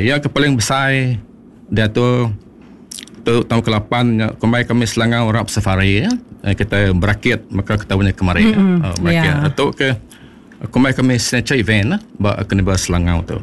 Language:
Iban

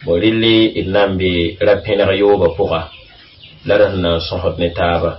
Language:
Mossi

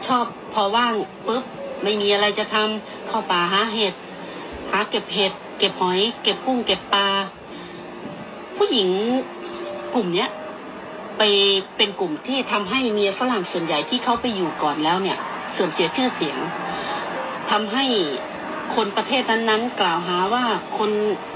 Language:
Thai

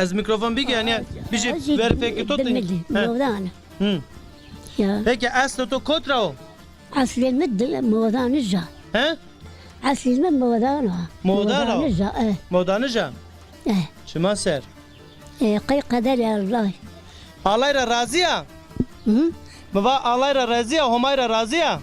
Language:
Zaza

